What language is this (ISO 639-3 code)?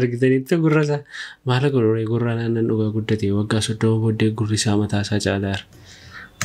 orm